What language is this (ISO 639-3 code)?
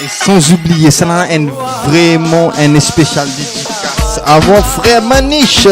mfe